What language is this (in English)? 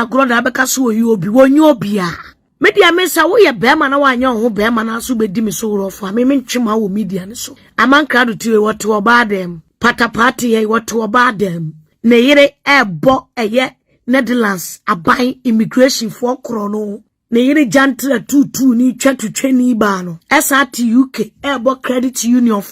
Akan